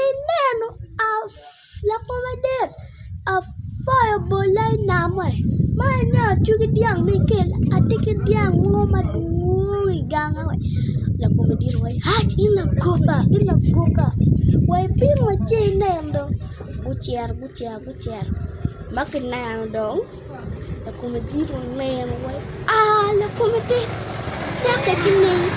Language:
Acoli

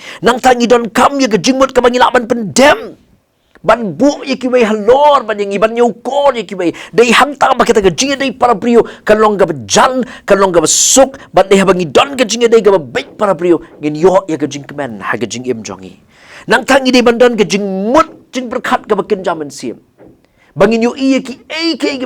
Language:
Khasi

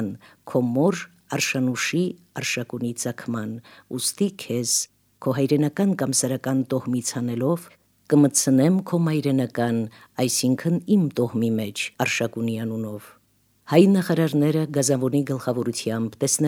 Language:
Armenian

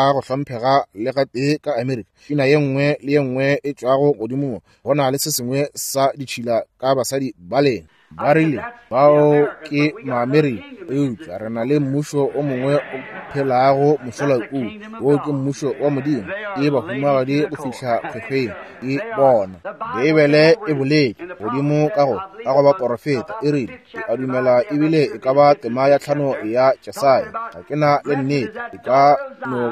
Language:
Northern Sotho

